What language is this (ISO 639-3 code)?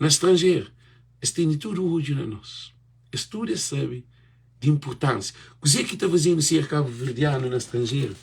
kea